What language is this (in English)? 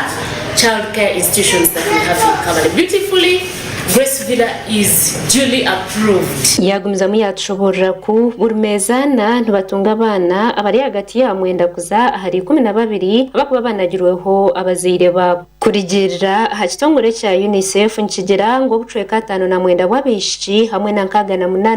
Nyankole